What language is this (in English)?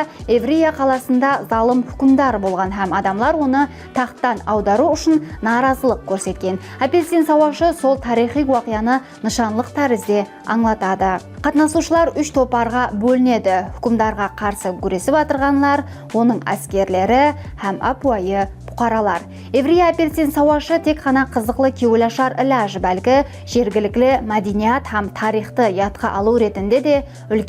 Kara-Kalpak